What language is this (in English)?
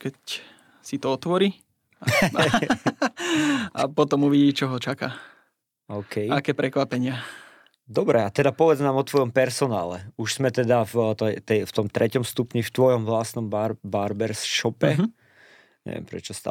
Slovak